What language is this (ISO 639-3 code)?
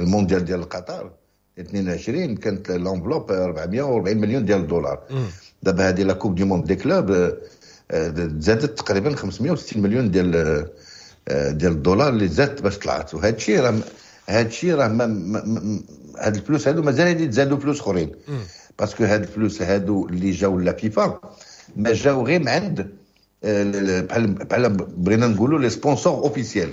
ary